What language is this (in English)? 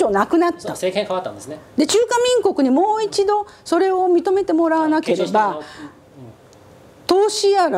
Japanese